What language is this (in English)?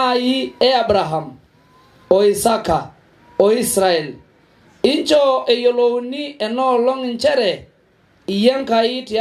Masai